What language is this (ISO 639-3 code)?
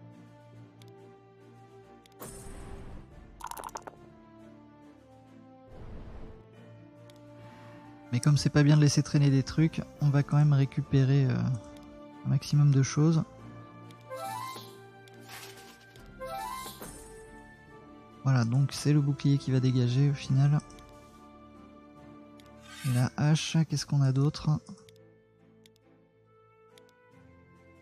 fra